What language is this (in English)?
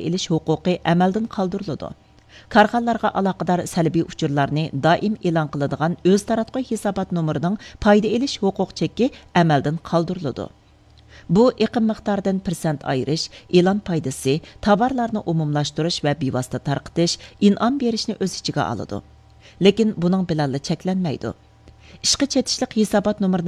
Uyghur